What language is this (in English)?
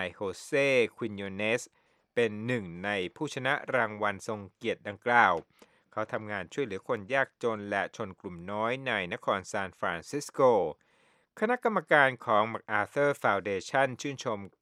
Thai